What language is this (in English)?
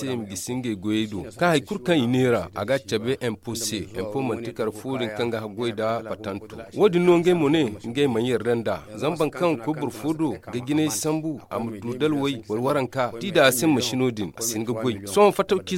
Zarma